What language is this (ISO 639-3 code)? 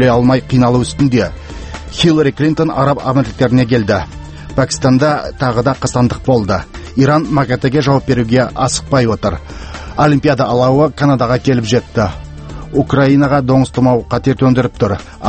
kaz